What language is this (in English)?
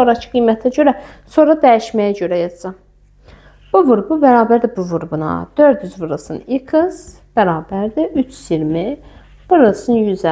Azerbaijani